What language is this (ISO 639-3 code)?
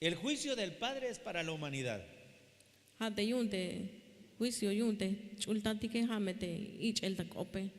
tzh